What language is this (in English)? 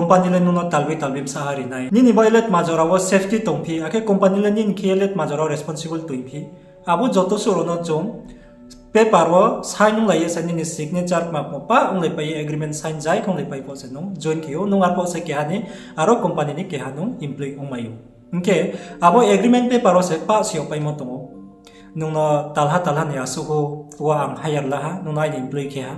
Riang (India)